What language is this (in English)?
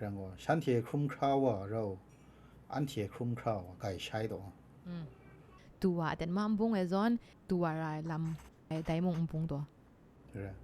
Kachin